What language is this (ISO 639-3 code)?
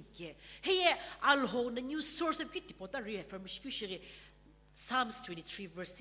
nsm